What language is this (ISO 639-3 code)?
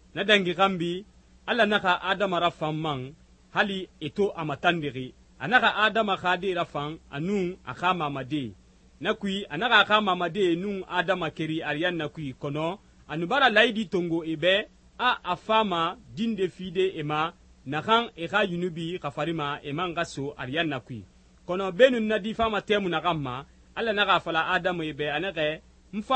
sus